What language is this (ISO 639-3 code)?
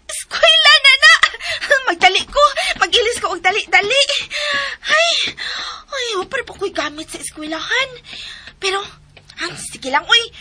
ceb